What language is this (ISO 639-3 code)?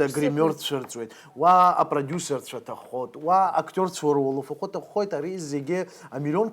abk